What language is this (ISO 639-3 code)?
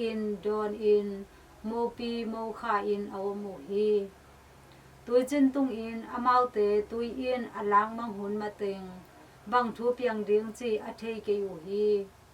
ctd